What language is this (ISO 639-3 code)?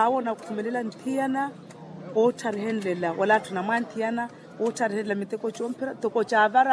vmw